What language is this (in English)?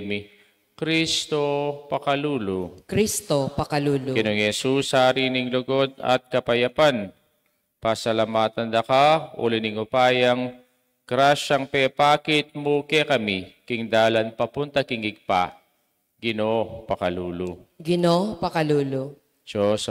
Pampanga